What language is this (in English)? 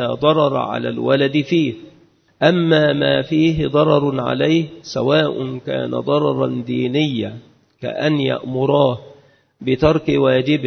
Arabic